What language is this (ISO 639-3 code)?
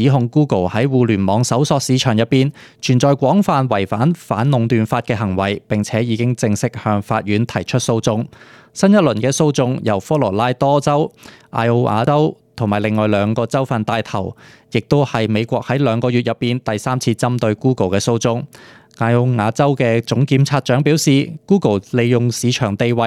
yue